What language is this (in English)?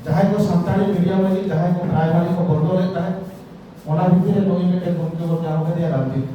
Santali